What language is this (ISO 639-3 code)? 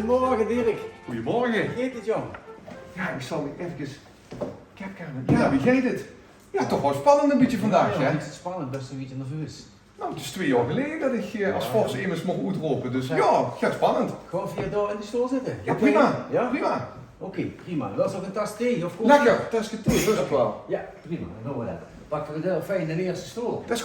lim